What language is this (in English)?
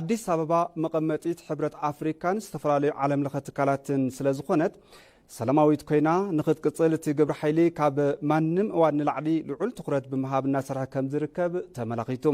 Tigrinya